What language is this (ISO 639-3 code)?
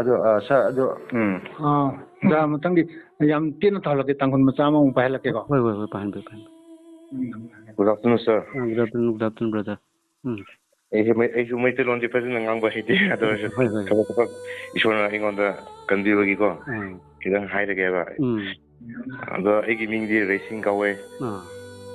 mni